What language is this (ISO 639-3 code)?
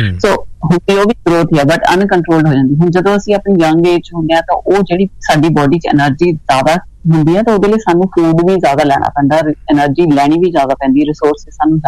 pan